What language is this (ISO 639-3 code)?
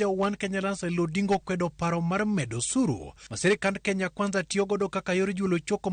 luo